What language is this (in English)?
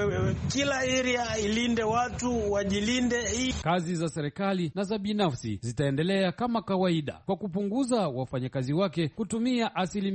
Swahili